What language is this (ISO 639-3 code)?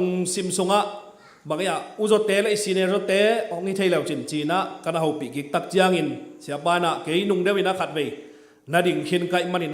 ctd